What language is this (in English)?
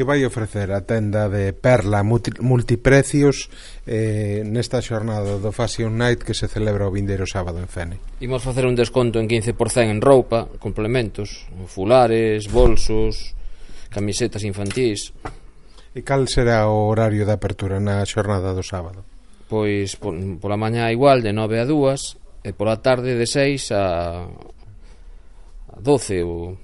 Galician